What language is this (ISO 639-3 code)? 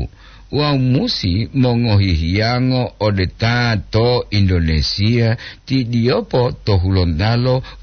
gor